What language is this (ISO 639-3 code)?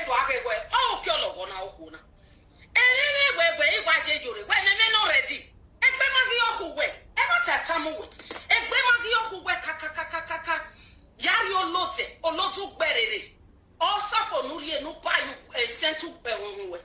pcm